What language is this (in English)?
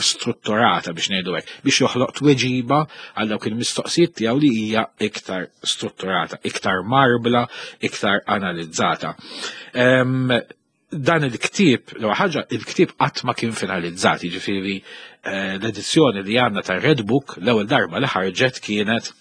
Maltese